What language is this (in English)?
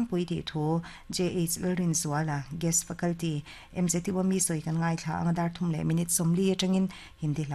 Mizo